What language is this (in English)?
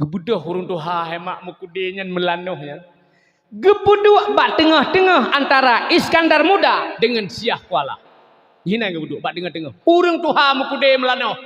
Achinese